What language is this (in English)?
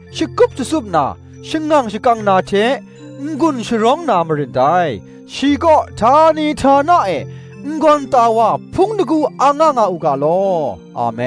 Kachin